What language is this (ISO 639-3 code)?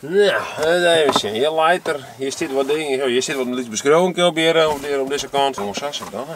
fry